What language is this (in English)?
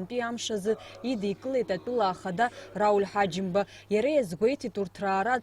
Abkhazian